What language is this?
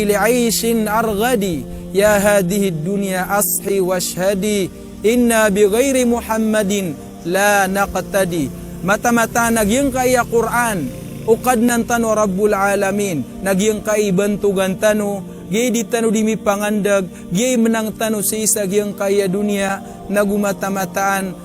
Maranao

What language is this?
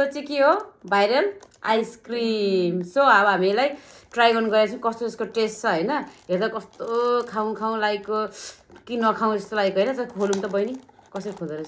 Nepali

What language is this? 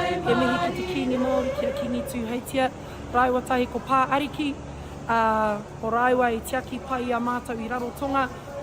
Māori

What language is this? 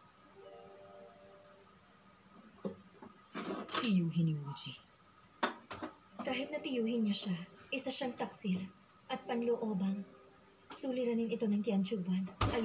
Filipino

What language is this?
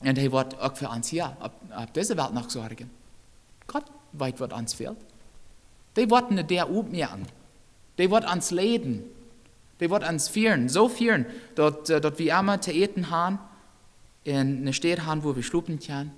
Plautdietsch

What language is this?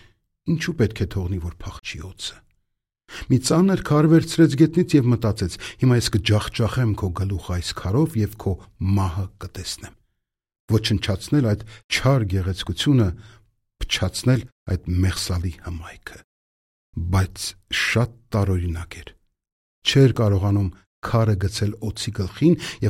Armenian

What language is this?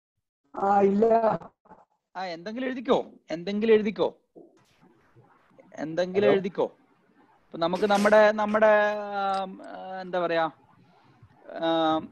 Malayalam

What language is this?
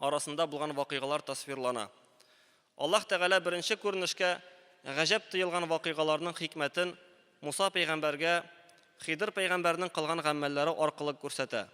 Tatar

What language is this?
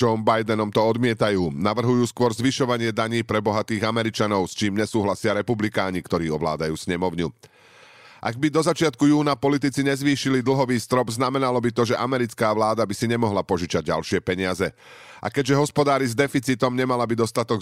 Slovak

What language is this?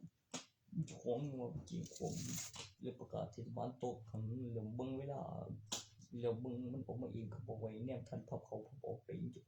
Northeastern Thai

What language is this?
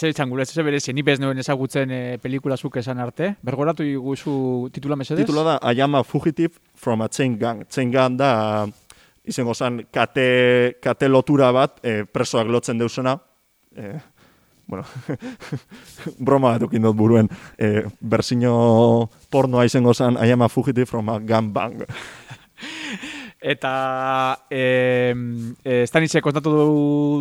Basque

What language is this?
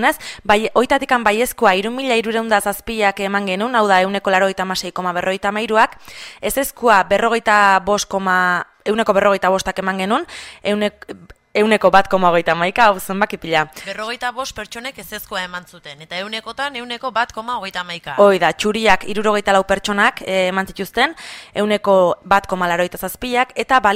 Basque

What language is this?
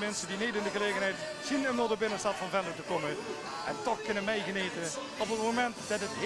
Limburgish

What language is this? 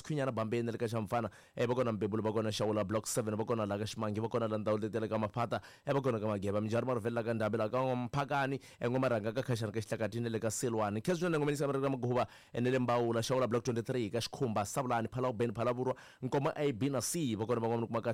Tsonga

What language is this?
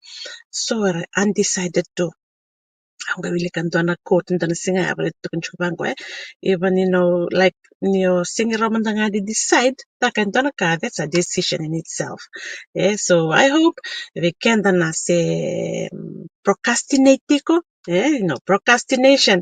Fijian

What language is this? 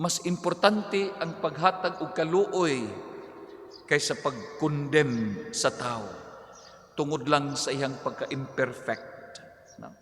Cebuano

